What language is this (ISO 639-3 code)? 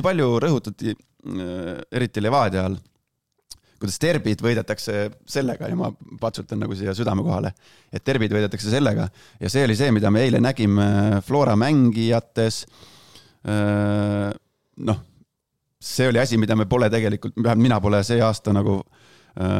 est